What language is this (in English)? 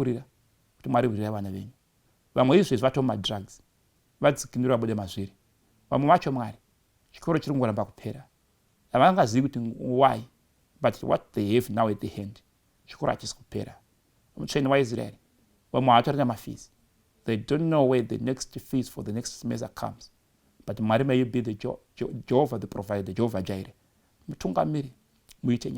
Shona